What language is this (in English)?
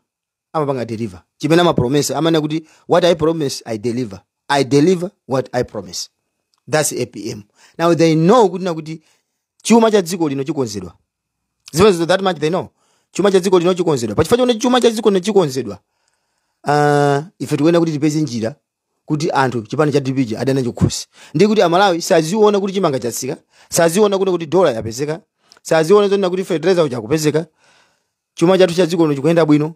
Nyanja